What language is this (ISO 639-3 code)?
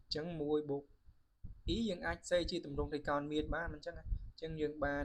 khm